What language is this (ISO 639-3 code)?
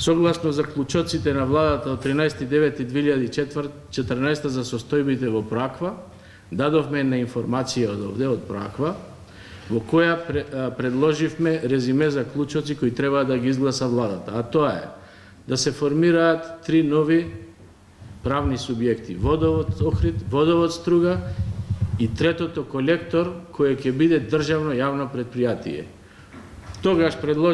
mkd